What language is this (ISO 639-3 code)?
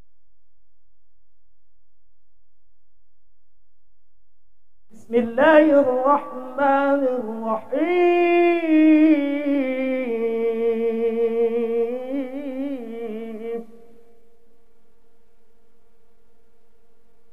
ara